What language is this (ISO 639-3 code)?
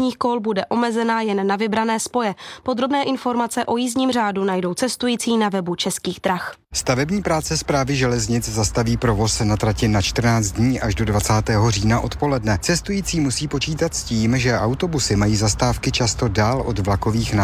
ces